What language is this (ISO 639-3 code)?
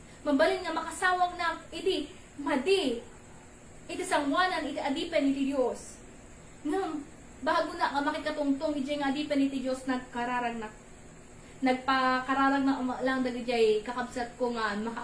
ilo